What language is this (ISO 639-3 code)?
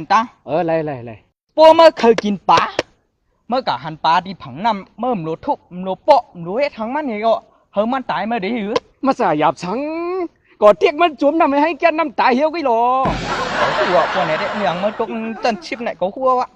shn